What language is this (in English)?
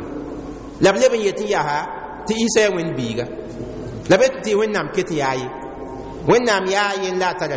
Mossi